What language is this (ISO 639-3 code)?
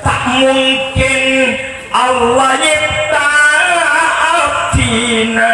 mad